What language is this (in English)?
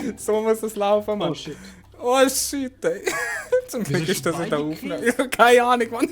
Swiss German